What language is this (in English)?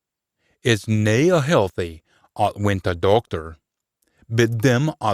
Scots